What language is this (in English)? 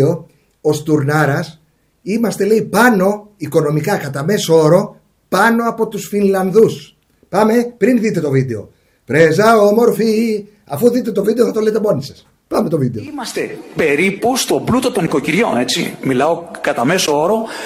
Greek